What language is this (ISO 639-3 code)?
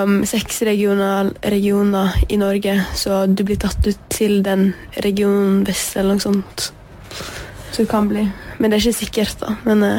nor